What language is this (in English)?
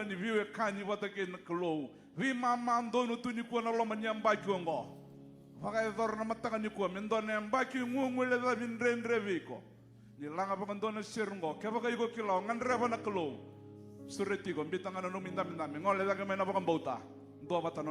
Fijian